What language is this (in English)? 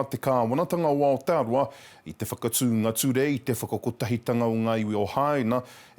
Māori